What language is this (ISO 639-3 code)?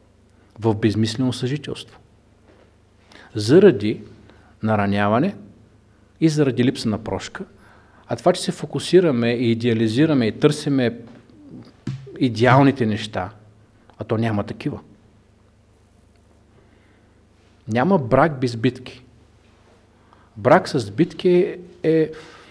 bul